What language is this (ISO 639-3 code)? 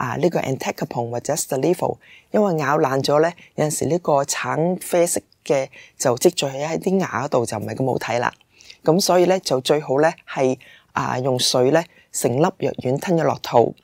yue